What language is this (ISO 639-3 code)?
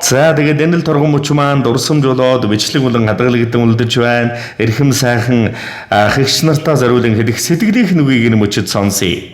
mon